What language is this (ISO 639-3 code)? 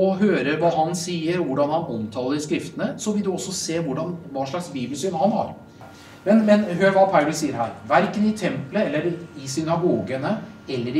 nor